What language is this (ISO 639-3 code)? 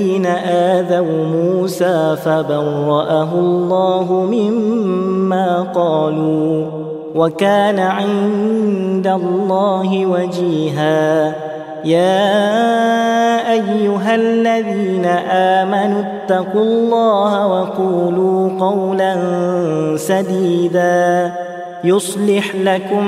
ara